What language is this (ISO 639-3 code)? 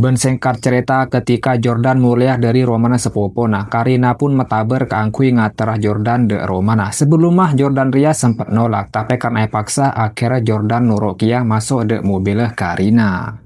mad